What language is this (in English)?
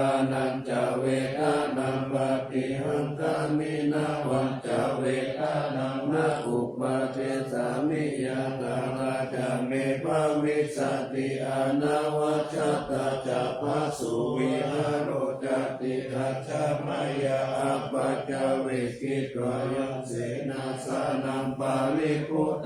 Pali